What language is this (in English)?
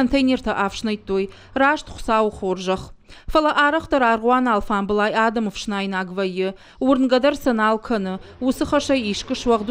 Ossetic